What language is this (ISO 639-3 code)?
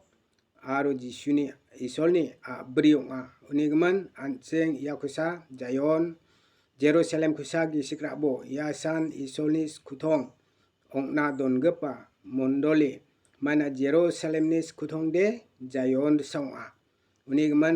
grt